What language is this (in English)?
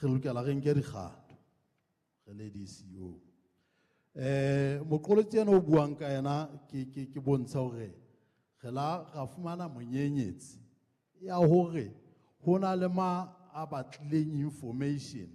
Southern Sotho